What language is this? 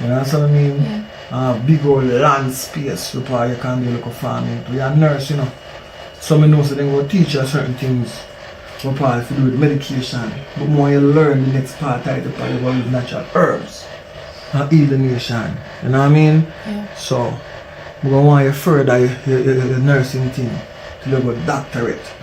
Jamaican Creole English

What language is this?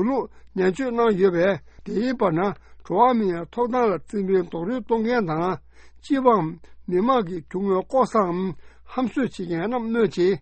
Tibetan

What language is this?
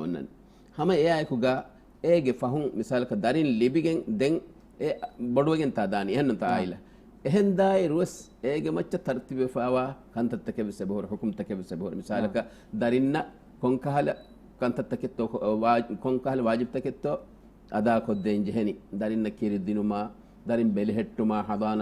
Divehi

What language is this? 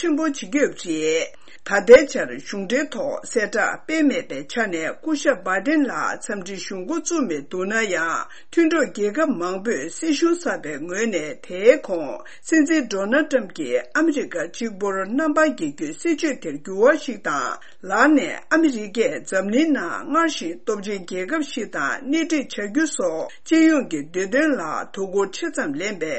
Tibetan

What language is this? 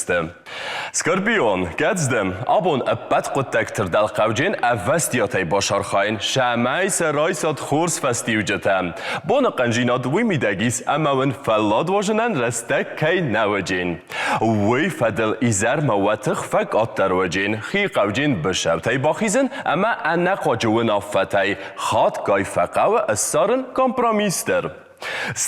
Ossetic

